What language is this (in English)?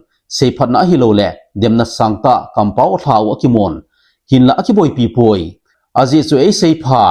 Thado Chin